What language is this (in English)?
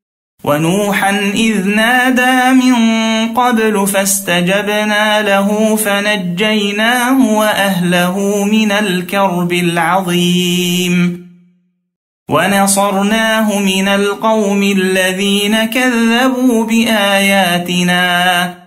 Arabic